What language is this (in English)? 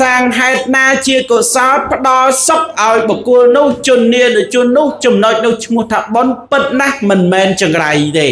Khmer